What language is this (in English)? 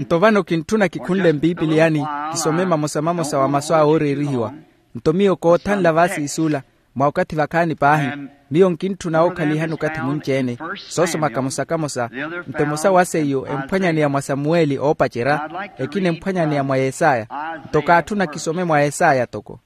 Makhuwa